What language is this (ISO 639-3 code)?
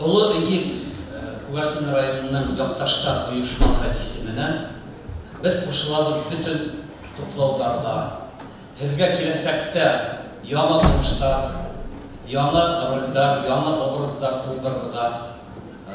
bak